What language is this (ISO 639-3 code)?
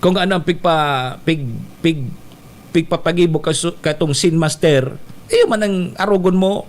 bik